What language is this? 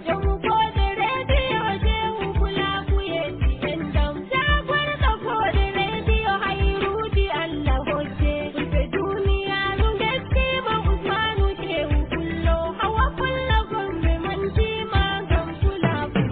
Nigerian Fulfulde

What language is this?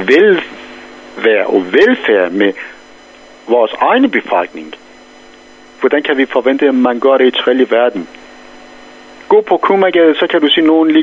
Danish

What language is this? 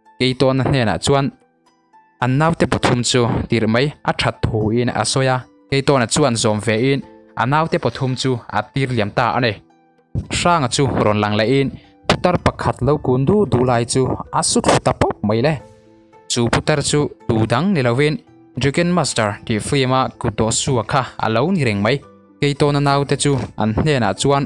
Mizo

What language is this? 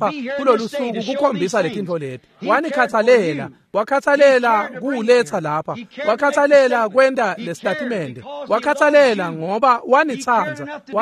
Swati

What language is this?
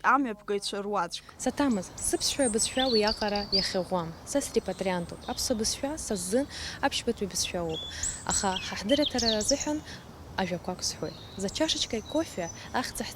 Abkhazian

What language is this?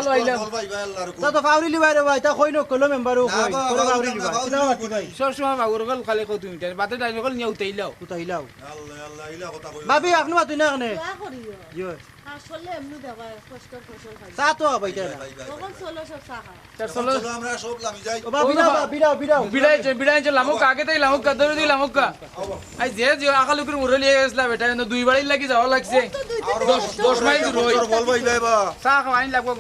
Sylheti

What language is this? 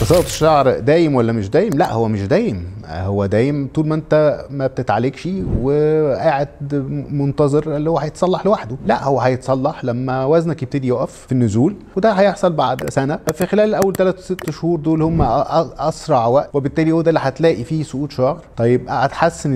Egyptian Arabic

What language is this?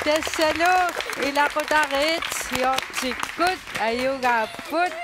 Kalaallisut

